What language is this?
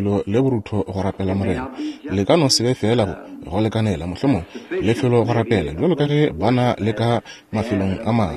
Northern Sotho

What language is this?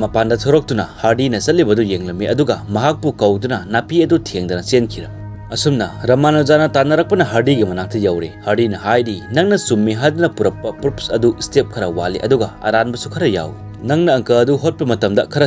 Manipuri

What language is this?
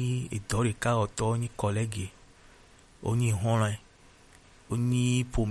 Gen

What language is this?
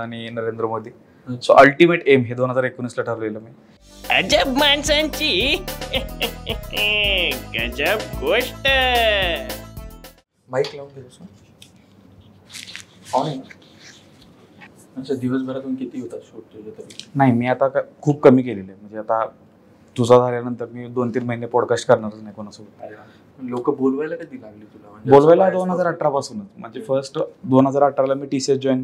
Marathi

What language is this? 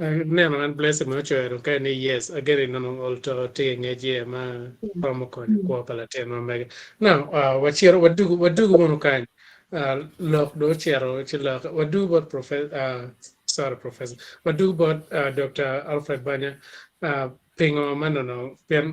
Acoli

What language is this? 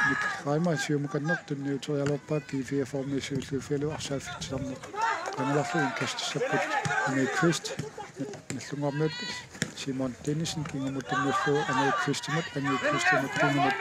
Kalaallisut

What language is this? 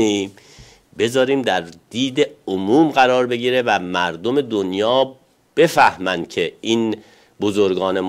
Persian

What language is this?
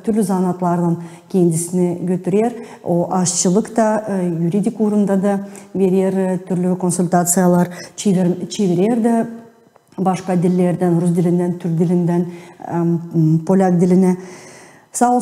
Gagauz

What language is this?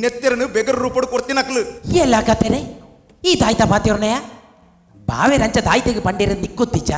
Tulu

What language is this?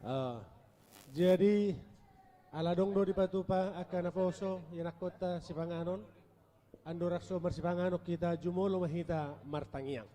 Batak Toba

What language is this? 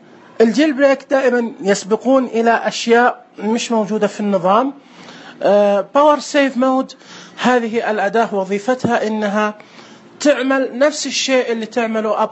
Najdi Arabic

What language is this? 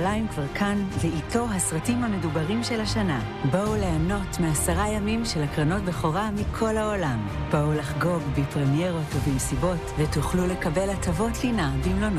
Hebrew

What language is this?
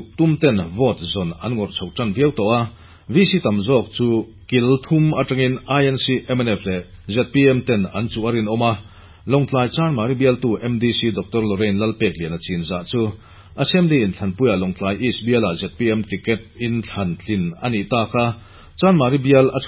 Mizo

